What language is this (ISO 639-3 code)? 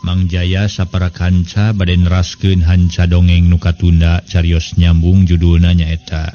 sun